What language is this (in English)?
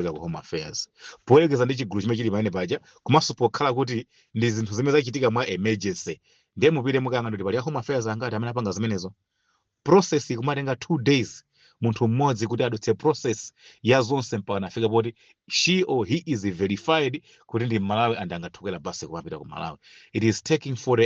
Nyanja